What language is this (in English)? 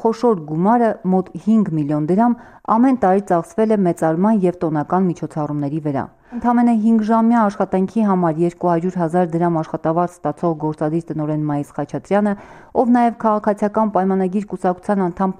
Armenian